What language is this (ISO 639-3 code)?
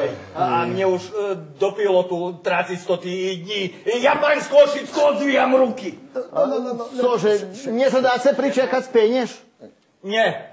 rue